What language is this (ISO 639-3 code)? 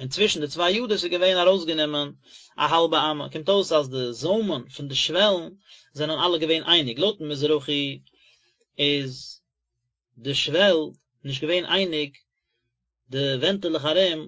yid